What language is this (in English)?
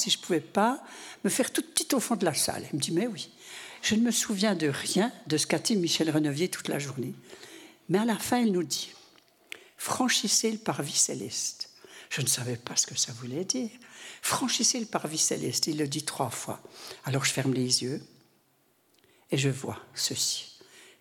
French